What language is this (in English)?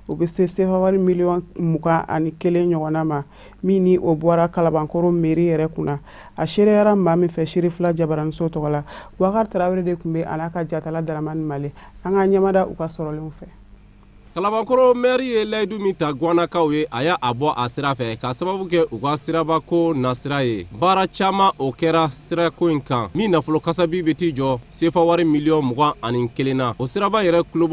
Bambara